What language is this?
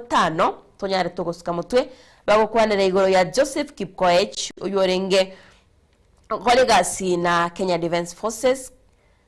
Gusii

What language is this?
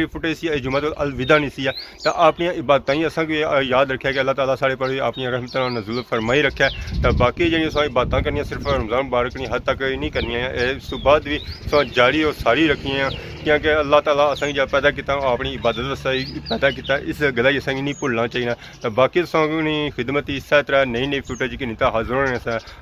Pahari-Potwari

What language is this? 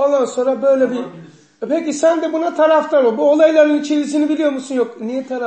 Turkish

